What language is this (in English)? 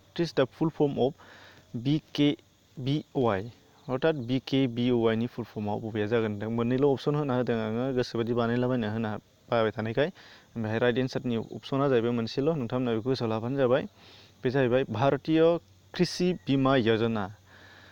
Bodo